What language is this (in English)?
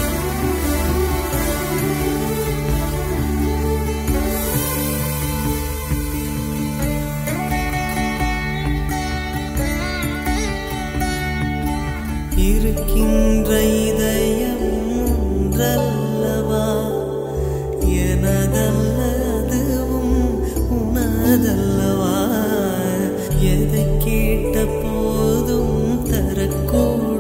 Tamil